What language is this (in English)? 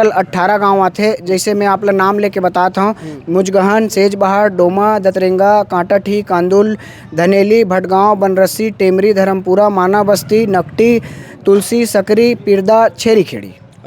Chhattisgarhi